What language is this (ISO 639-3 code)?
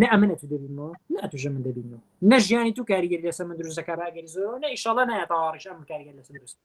ckb